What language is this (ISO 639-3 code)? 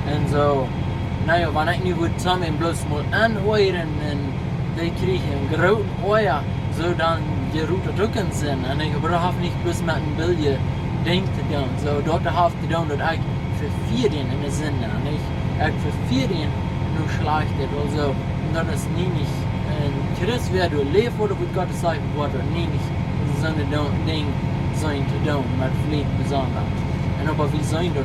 pdt